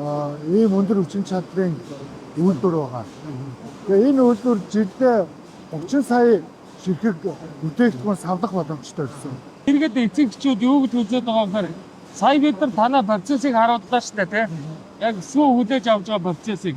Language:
Mongolian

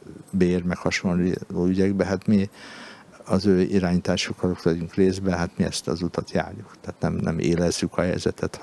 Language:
Hungarian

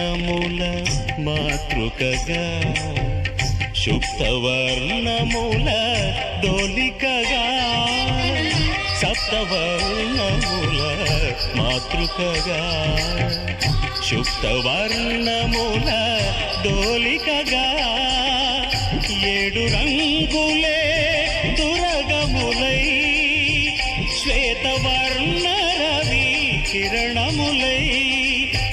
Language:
Telugu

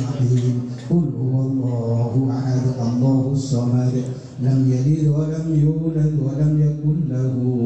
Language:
Indonesian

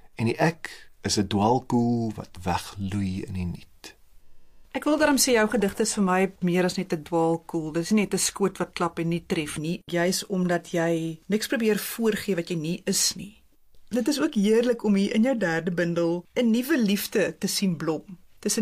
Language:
Afrikaans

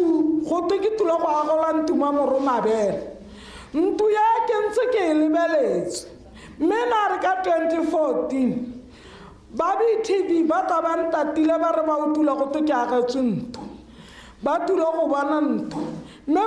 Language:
Tswana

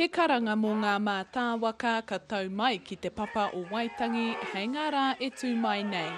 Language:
Māori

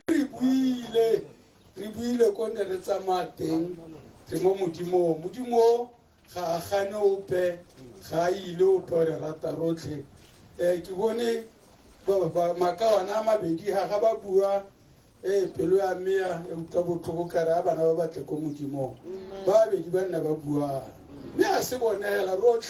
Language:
Tswana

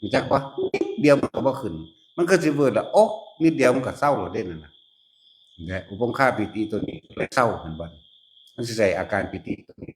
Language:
Northeastern Thai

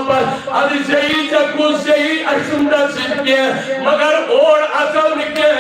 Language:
Kashmiri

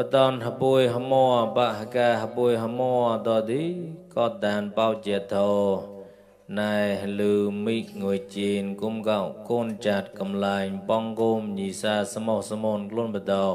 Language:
Mon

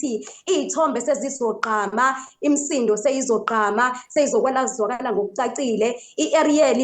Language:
Zulu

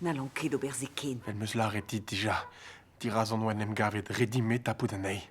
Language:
Breton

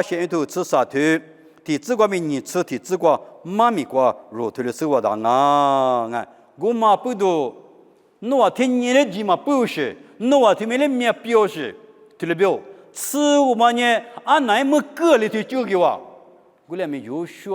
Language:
Lisu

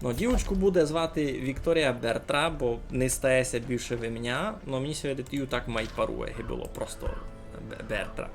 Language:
Rusyn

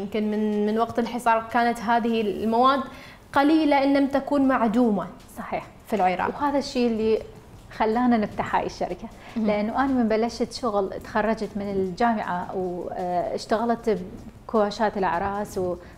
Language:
Mesopotamian Arabic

